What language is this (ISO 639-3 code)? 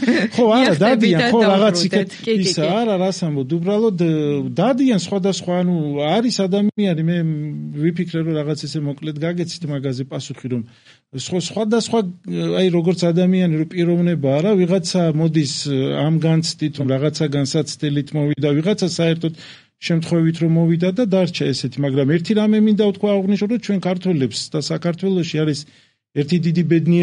kat